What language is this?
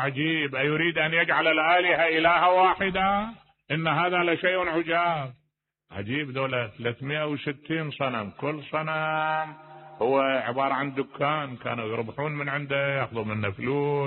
Mesopotamian Arabic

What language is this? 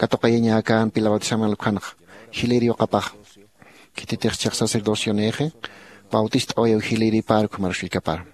Aymara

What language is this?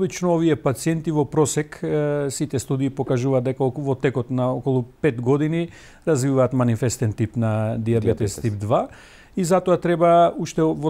Macedonian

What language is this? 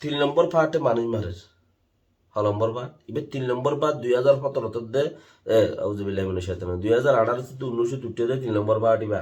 Rohingya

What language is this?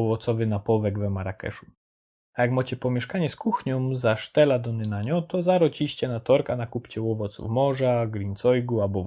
Silesian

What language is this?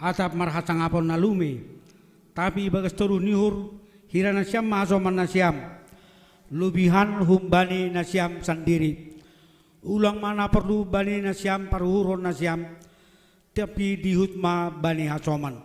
Batak Simalungun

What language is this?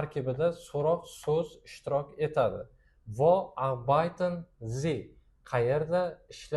Uzbek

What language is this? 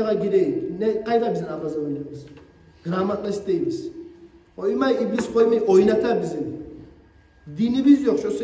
Kumyk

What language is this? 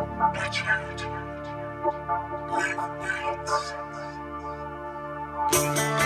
Polish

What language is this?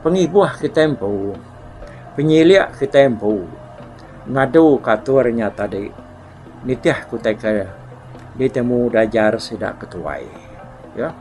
Iban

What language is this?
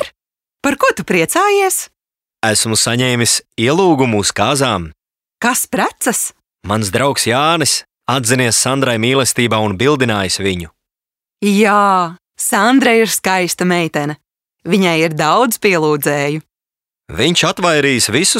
Latvian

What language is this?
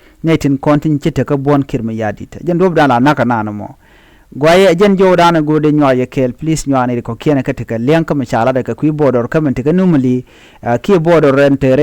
Nuer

